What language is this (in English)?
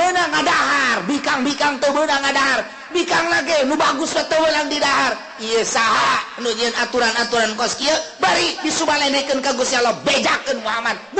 Sundanese